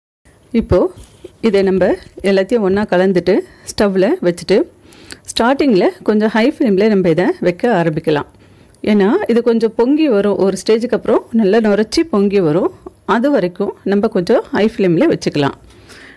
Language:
Tamil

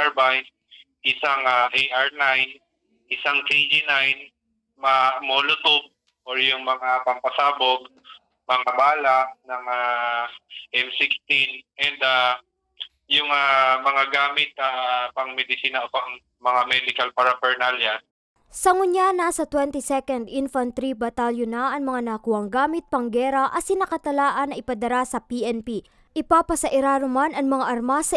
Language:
Bikol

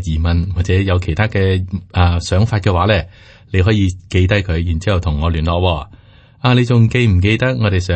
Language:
Cantonese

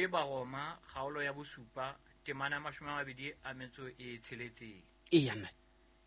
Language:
Southern Sotho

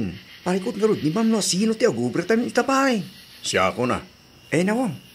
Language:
Iloko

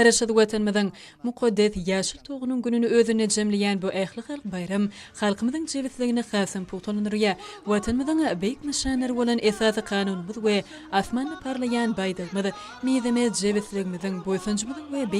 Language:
Turkmen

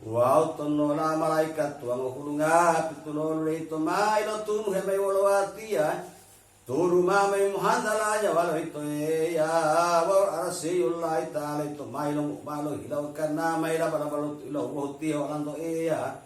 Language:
Gorontalo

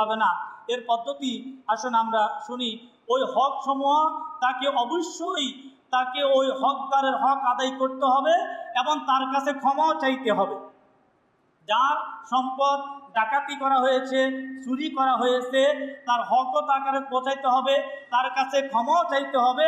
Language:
Bangla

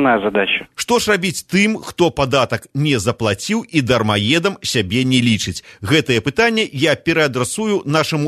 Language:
Belarusian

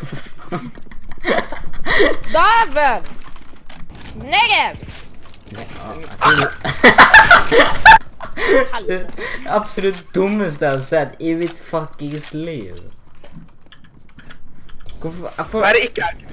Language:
Norwegian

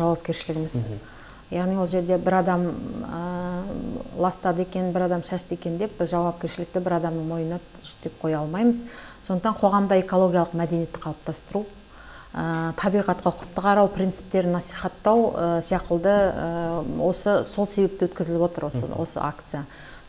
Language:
Kazakh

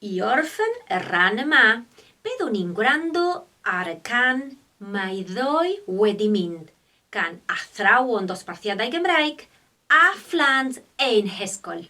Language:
Welsh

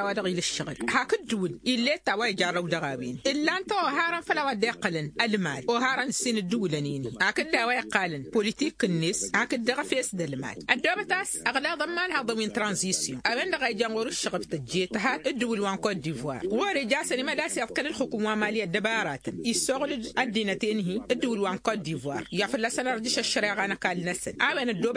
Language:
Tamasheq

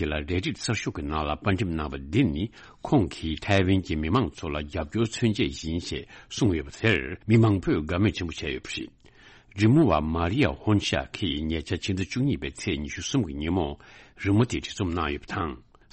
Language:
Tibetan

